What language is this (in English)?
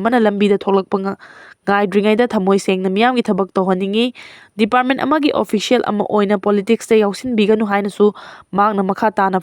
Manipuri